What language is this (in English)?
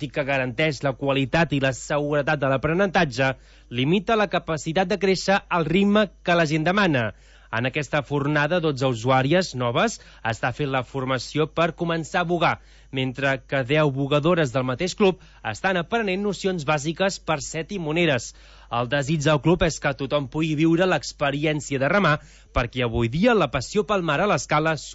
Catalan